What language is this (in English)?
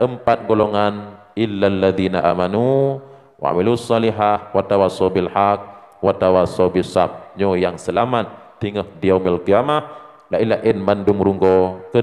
Achinese